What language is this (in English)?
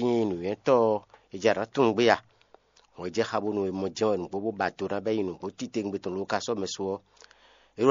Fon